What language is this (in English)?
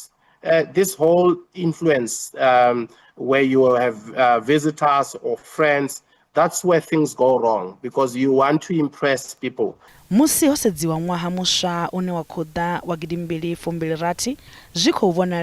Venda